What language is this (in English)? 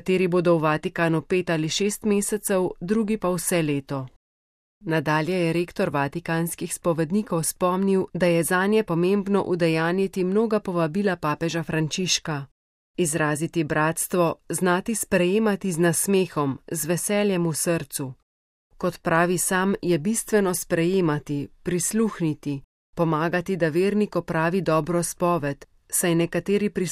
Slovenian